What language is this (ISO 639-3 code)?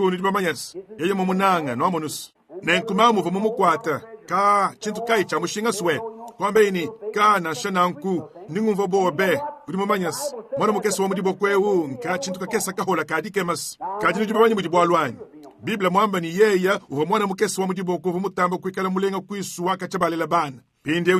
lua